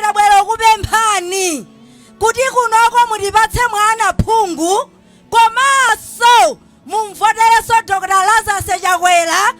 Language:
Nyanja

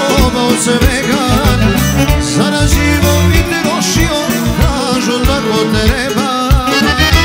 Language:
Serbian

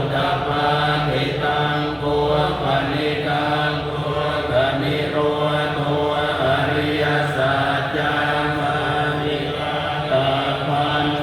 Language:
Pali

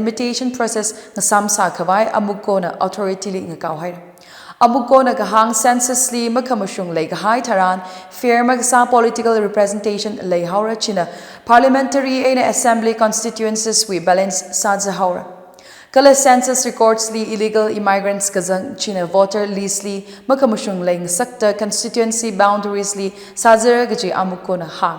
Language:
Tangkhul Naga (India)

